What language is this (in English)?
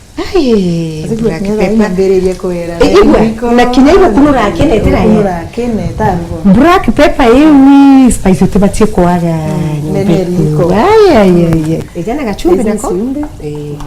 Meru